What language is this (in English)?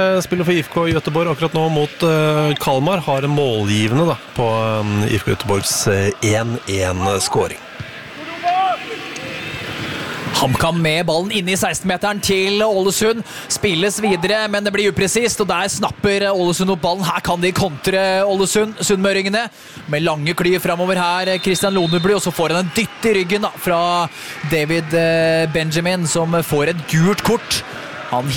Norwegian